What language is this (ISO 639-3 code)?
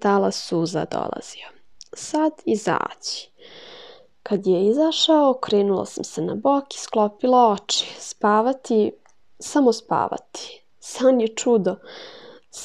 hrv